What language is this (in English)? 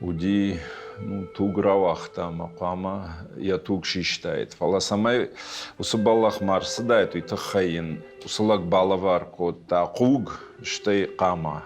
Ossetic